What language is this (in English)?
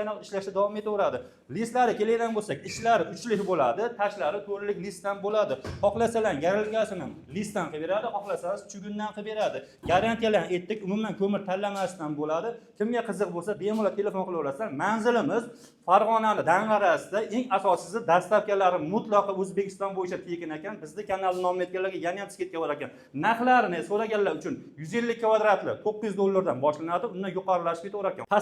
Uzbek